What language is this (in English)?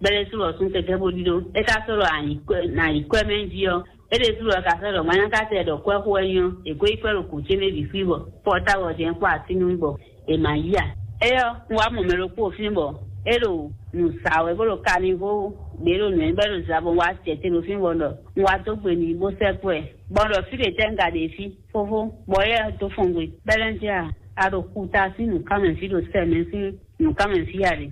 Fon